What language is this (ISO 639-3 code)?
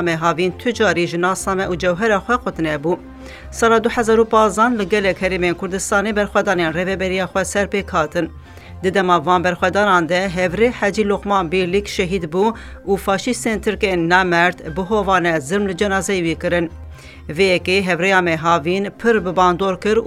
kur